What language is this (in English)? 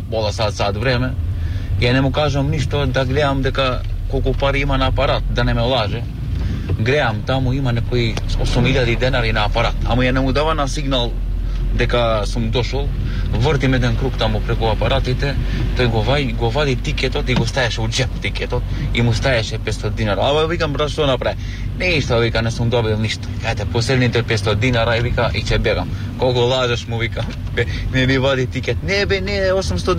Macedonian